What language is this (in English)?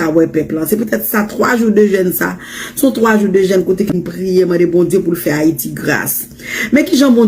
Haitian Creole